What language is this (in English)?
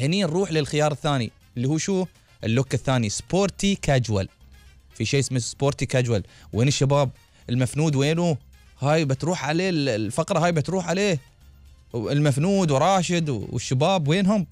Gulf Arabic